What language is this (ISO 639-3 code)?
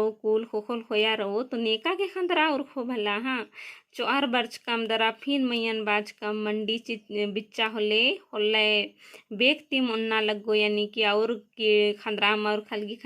kru